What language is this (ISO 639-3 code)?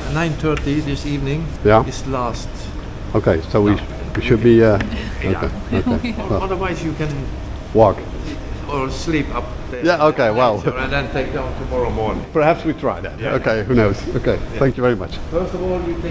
fry